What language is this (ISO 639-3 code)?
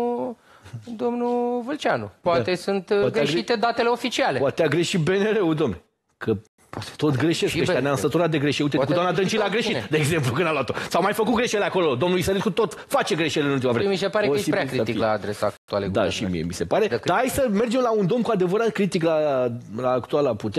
ron